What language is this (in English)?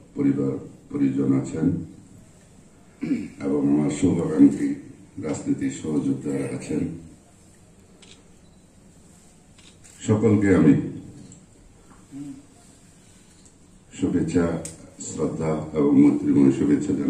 Bangla